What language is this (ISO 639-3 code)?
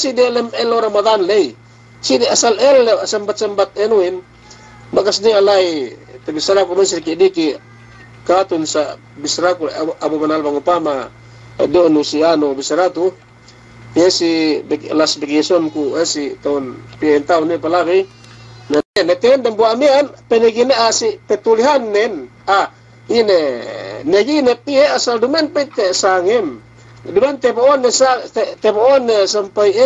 yka